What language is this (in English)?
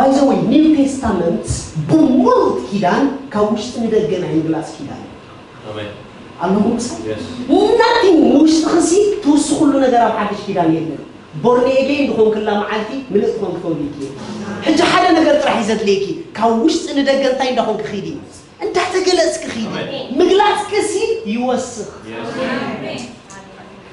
Tigrinya